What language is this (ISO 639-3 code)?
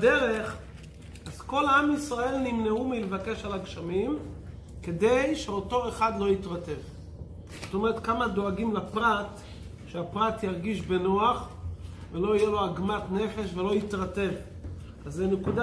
heb